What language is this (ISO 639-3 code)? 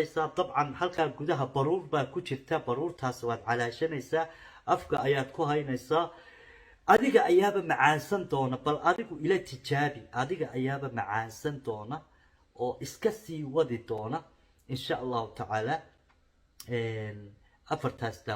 som